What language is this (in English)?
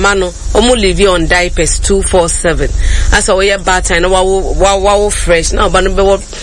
Akan